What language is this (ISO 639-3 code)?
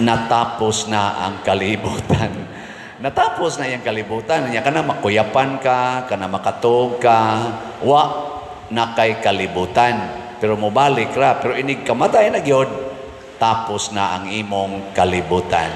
ceb